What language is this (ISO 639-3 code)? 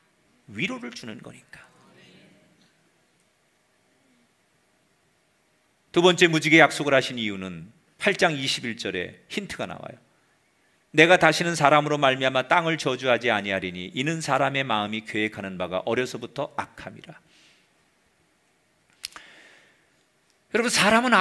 kor